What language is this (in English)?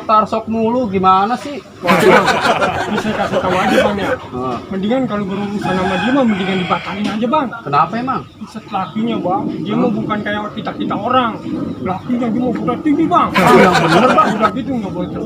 Betawi